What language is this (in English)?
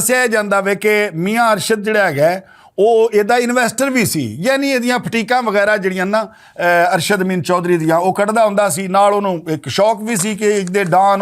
Western Panjabi